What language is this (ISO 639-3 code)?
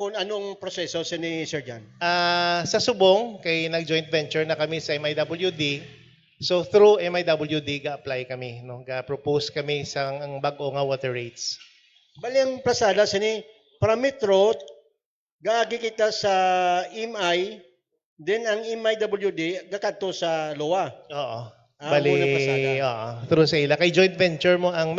hil